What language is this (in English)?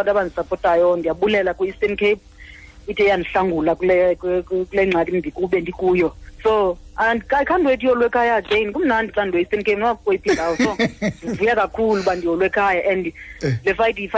Xhosa